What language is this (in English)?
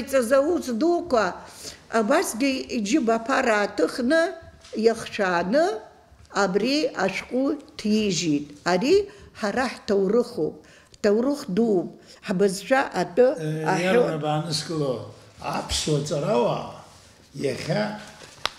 Abkhazian